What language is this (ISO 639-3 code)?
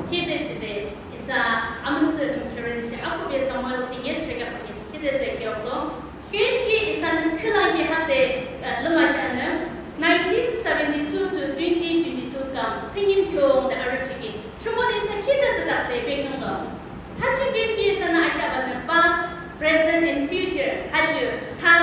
yim